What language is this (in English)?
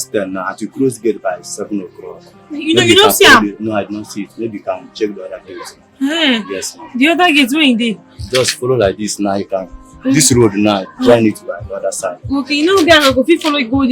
Nigerian Pidgin